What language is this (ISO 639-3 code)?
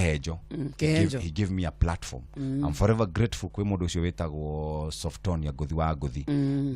kik